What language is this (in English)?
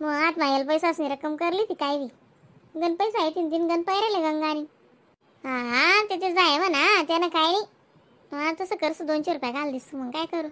Khandesi